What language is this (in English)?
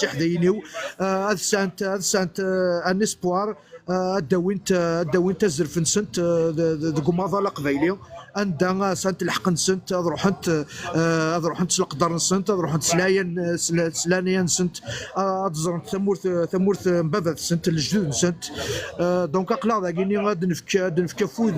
Kabyle